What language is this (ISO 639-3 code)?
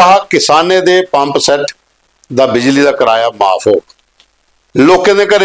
doi